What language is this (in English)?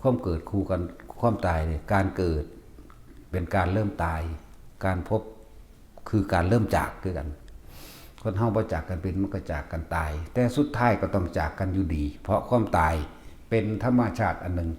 Lao